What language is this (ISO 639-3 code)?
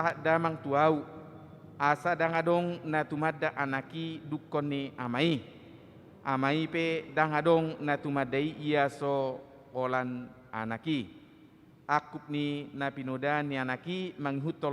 bbc